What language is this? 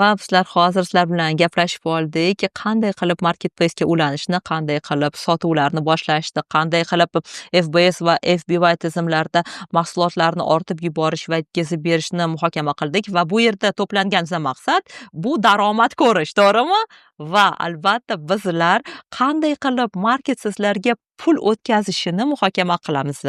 Uzbek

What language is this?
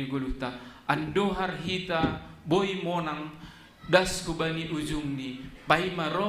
Batak Simalungun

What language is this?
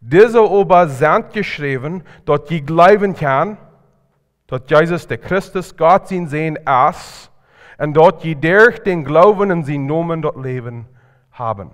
Plautdietsch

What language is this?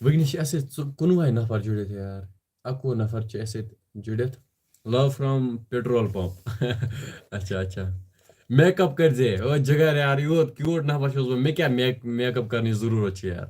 Kashmiri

